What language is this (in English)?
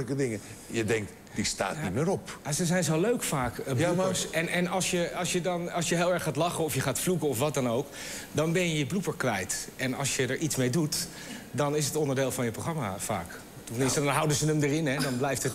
Dutch